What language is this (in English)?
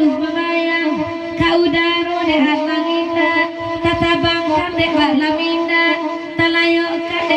Minangkabau